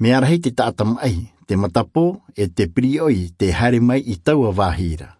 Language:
Tahitian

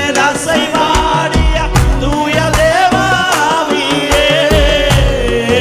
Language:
Malayalam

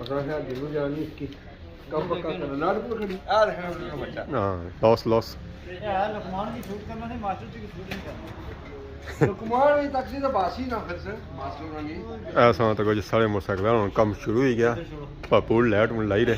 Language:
Pahari-Potwari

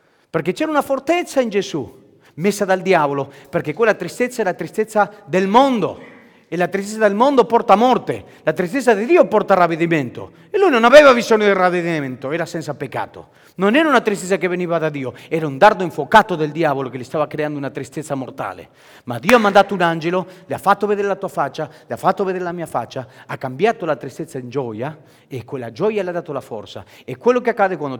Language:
Italian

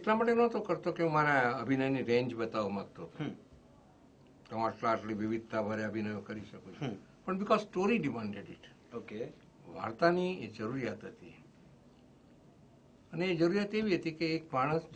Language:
Gujarati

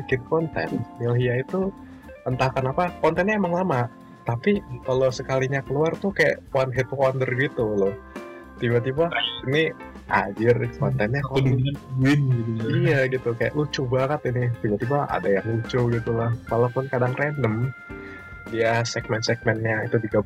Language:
Indonesian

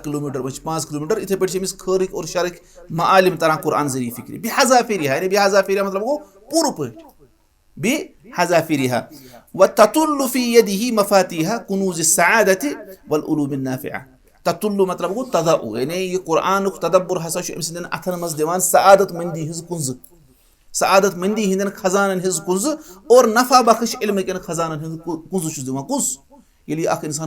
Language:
Kashmiri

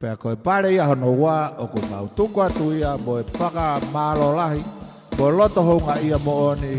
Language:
Tongan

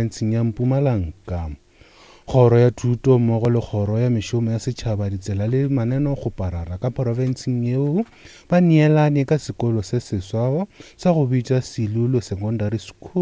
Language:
Northern Sotho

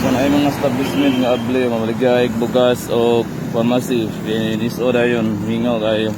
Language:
Cebuano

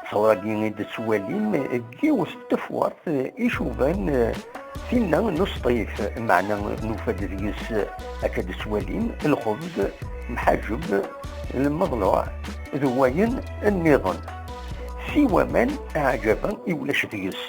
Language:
Kabyle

